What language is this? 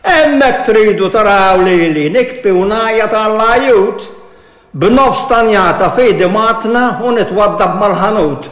Maltese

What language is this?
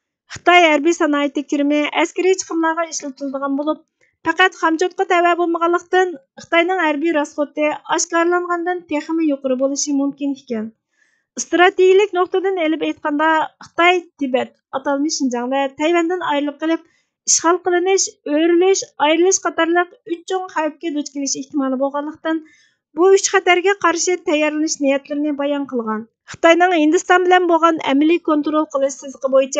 Uyghur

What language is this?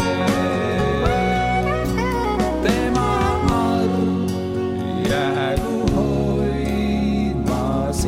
Estonian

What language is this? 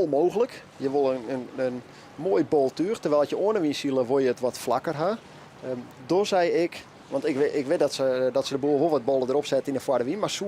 Western Frisian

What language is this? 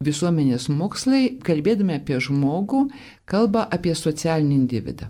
Lithuanian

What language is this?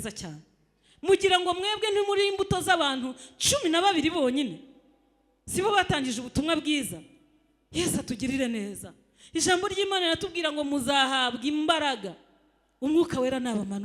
Kinyarwanda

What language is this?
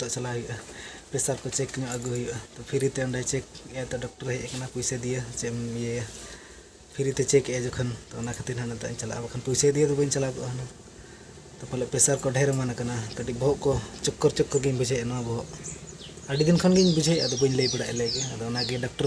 Santali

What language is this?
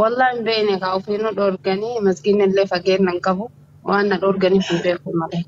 Oromo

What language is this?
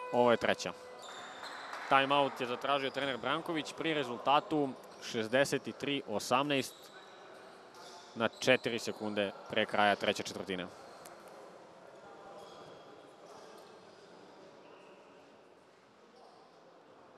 Serbian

